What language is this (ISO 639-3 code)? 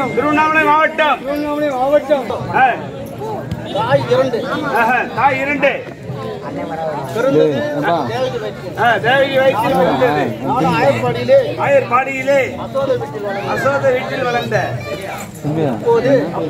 tam